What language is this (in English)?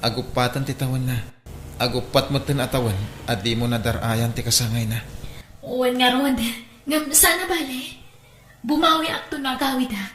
Iloko